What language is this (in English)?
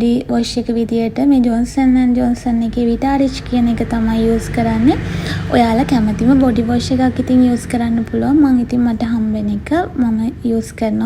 Sinhala